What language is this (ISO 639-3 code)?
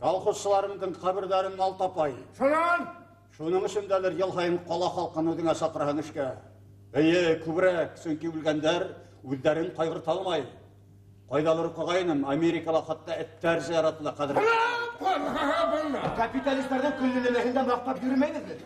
bak